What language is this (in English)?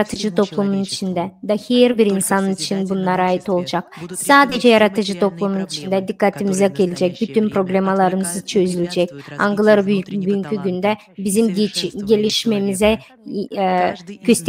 Gagauz